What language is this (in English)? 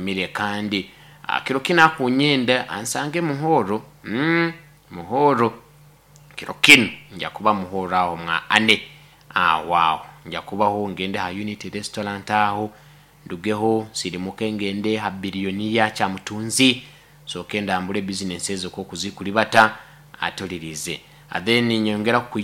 Nyoro